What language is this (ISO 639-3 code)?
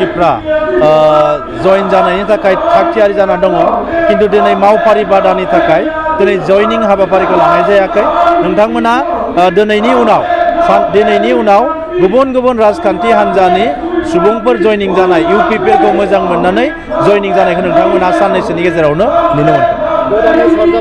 brx